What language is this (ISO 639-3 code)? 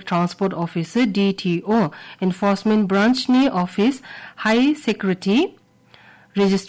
grt